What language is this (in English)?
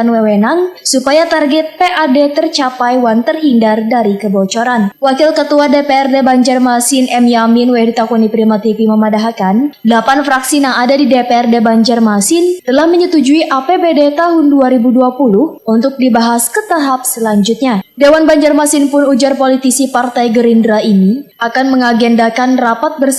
Banjar